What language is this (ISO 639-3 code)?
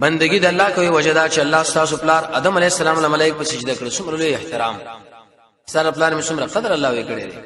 pus